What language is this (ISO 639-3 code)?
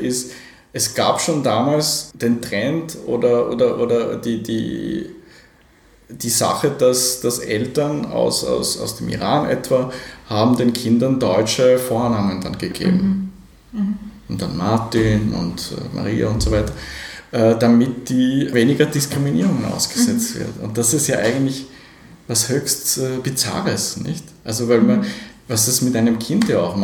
deu